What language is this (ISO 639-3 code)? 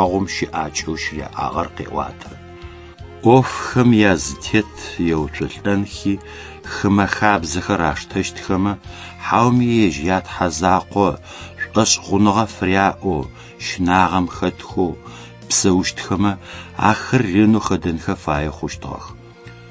ady